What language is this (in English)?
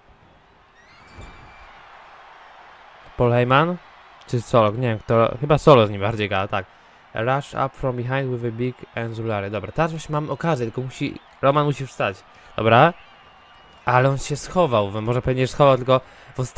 Polish